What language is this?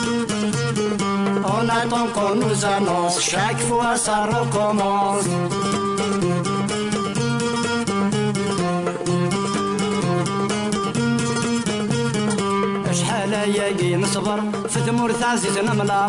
French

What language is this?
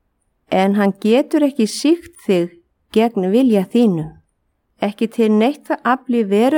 Icelandic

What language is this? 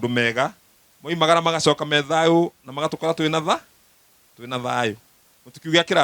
Kikuyu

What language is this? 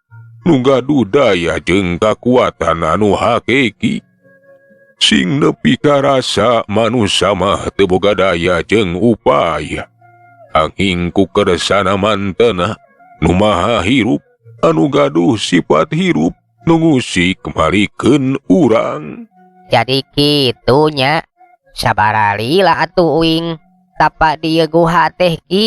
Sundanese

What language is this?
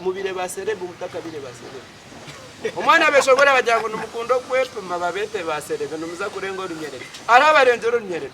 Nyankole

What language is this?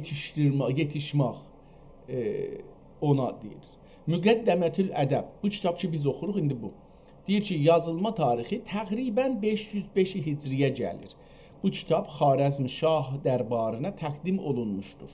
South Azerbaijani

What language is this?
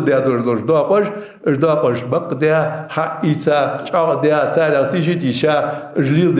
Ingush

